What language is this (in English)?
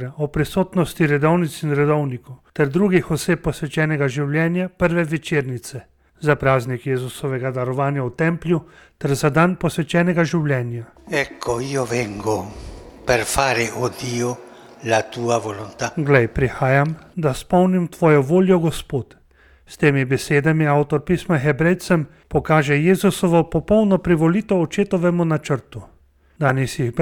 Slovenian